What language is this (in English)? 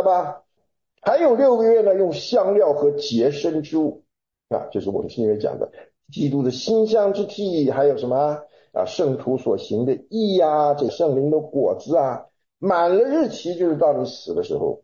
Chinese